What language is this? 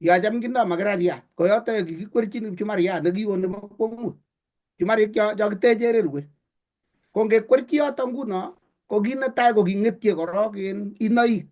Kalenjin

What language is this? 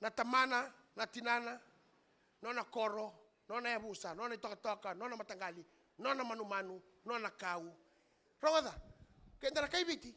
Fijian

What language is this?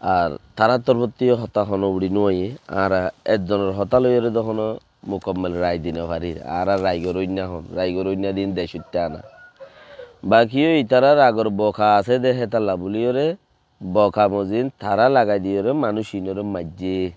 Rohingya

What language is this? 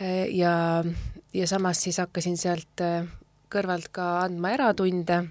Estonian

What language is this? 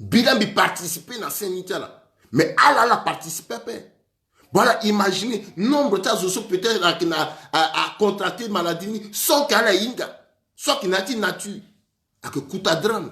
Sango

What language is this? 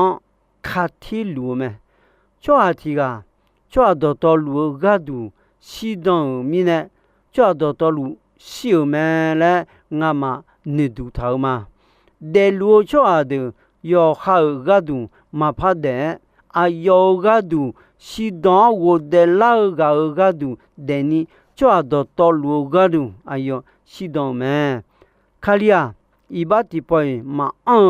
Akha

